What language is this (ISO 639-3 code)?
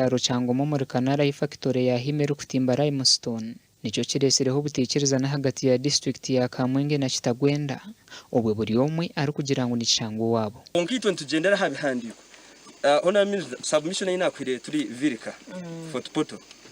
nyn